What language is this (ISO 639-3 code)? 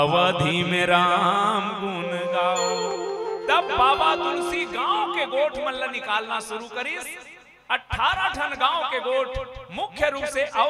hne